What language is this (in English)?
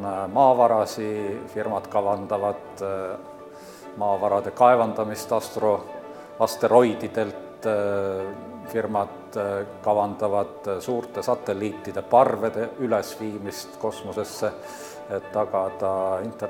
Estonian